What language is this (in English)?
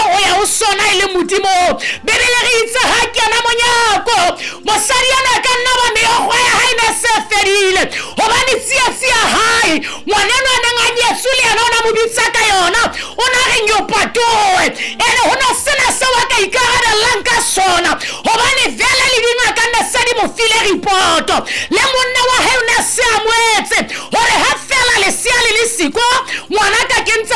Southern Sotho